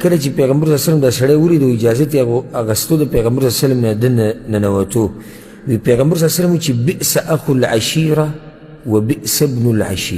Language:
Pashto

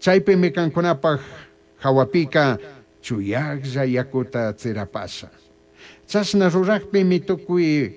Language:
Chimborazo Highland Quichua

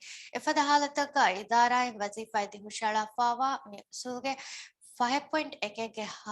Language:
Divehi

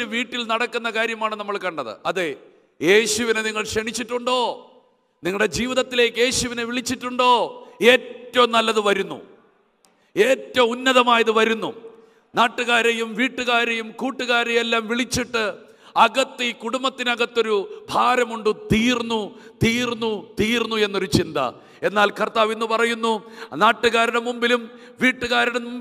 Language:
Malayalam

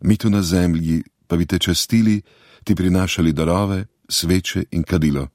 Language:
Slovenian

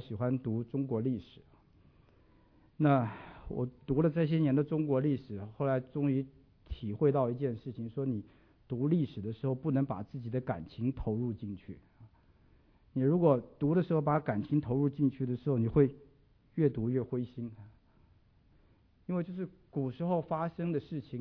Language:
Chinese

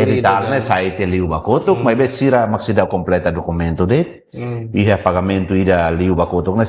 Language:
Tetum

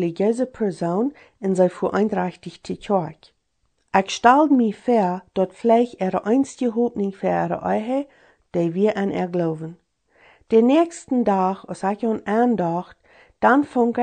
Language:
Plautdietsch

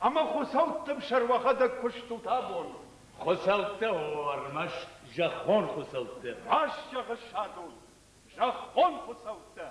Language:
Ossetic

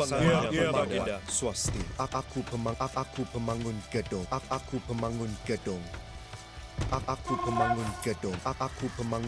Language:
Malay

